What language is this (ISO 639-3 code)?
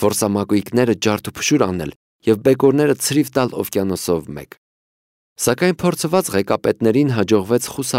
hye